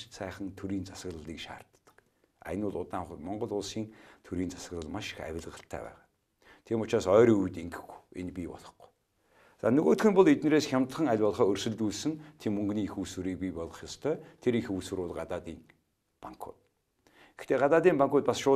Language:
Mongolian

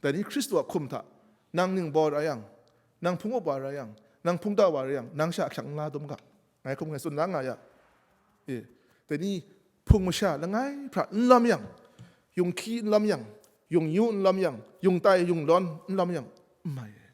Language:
Kachin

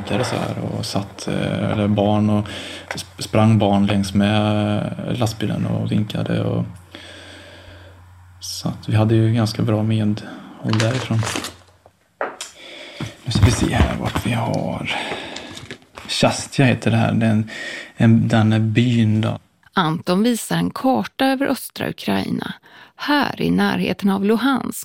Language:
Swedish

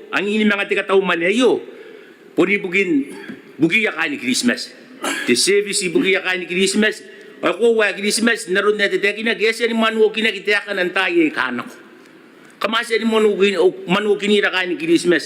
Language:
Gilbertese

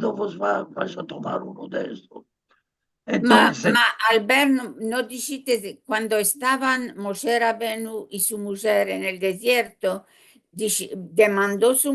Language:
Ladino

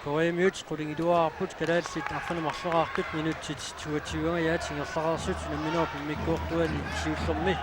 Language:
Kalaallisut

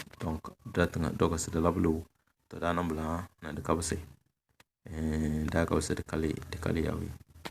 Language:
Tem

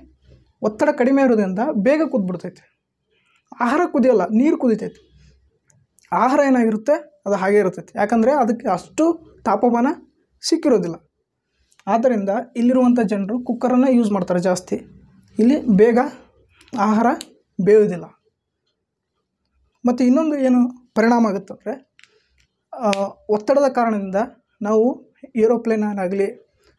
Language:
Kannada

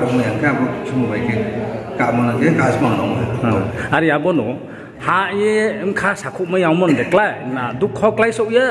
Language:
Riang (India)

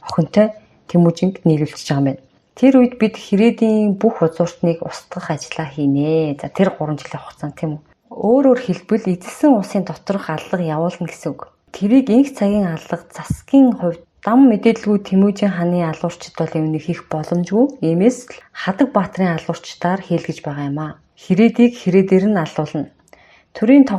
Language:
Mongolian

